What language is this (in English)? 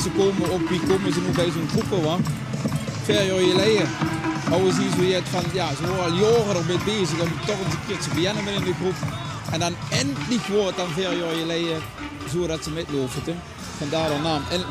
Limburgish